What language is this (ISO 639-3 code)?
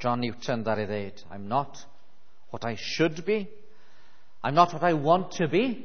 cym